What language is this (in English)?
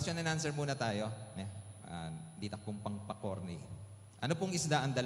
Pampanga